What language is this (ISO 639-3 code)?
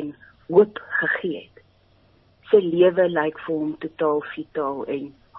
afr